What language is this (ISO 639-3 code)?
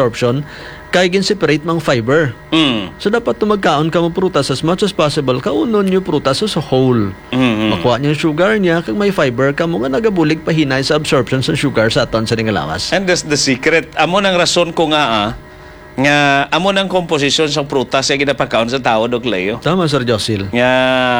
hil